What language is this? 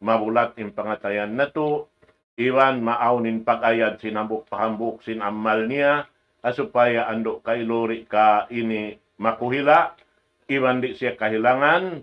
Tausug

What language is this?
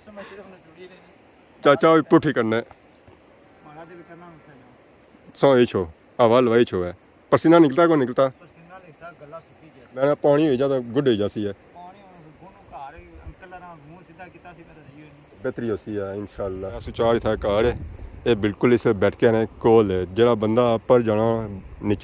Pahari-Potwari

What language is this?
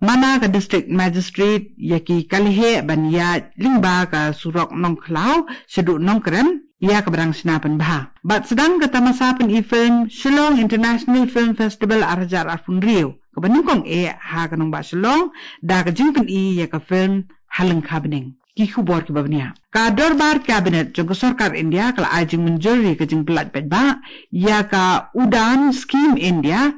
Khasi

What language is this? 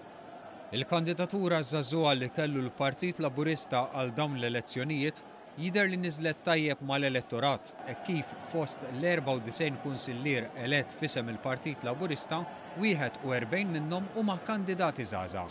Maltese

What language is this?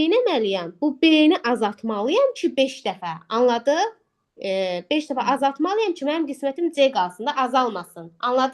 Azerbaijani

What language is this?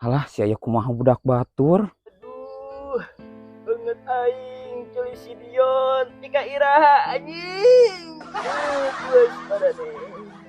Sundanese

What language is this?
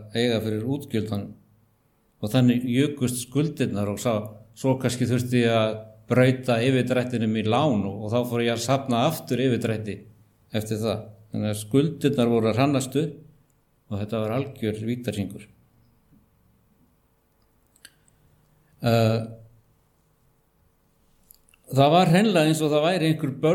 Icelandic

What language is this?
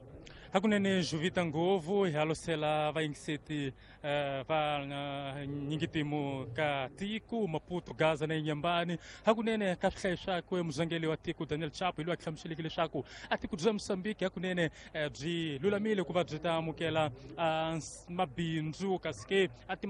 Tsonga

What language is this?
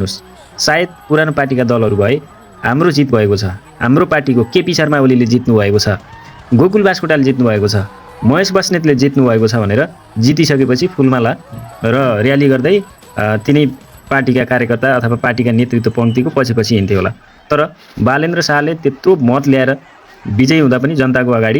Nepali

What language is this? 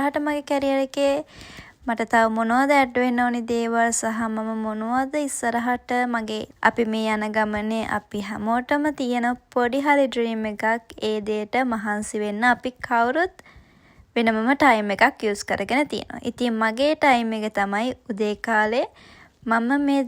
Sinhala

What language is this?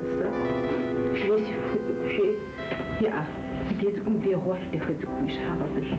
Kabardian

